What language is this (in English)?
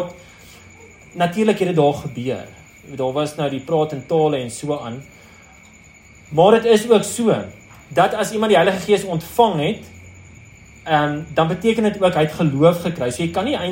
Afrikaans